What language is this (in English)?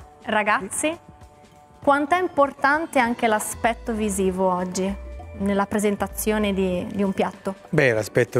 Italian